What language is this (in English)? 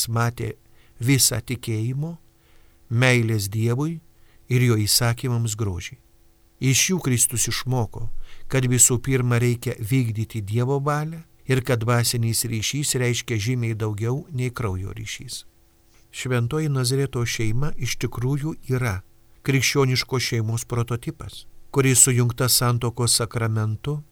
Lithuanian